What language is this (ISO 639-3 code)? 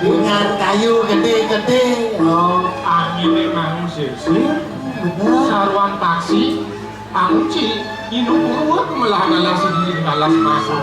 ban